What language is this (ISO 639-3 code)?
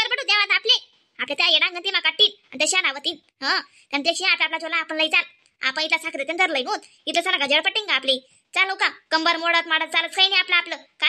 khn